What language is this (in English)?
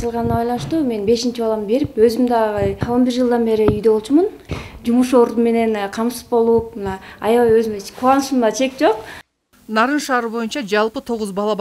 Kyrgyz